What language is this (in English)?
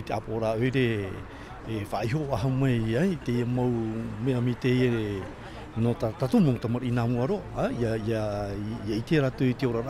Tahitian